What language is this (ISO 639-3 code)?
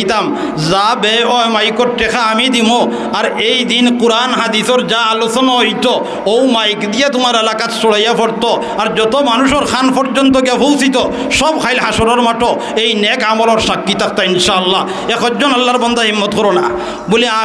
syl